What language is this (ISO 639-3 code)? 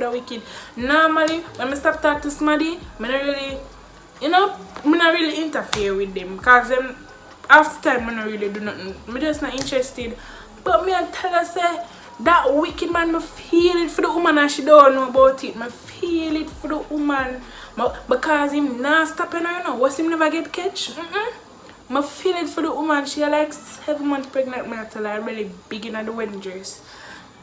jam